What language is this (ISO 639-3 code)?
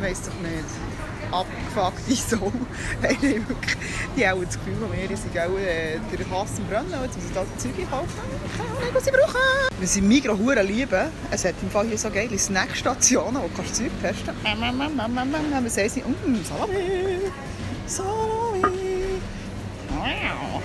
gsw